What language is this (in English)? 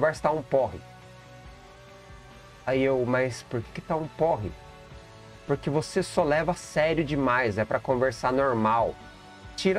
Portuguese